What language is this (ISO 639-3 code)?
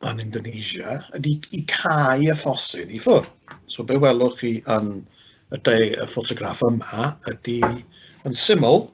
cym